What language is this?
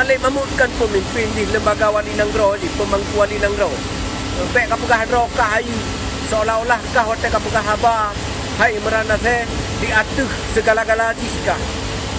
Achinese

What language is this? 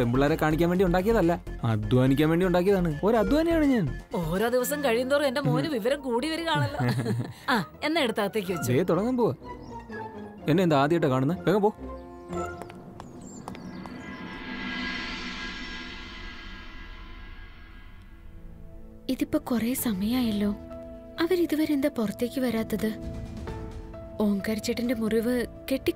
Malayalam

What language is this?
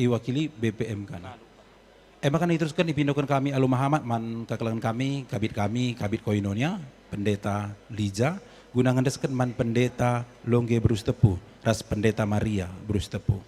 Batak Karo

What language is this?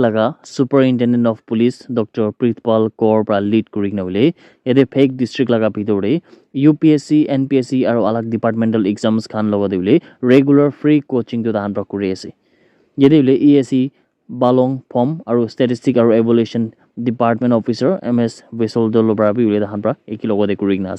Naga Pidgin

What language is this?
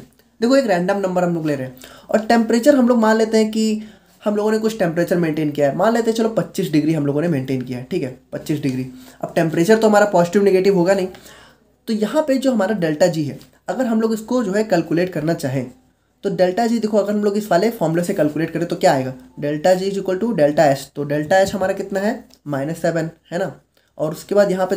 Hindi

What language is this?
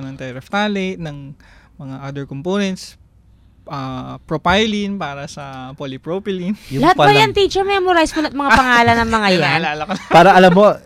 Filipino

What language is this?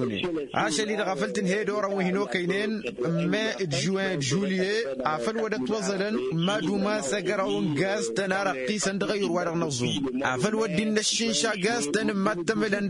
Tamasheq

